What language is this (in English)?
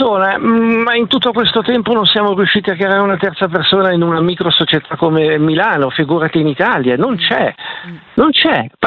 Italian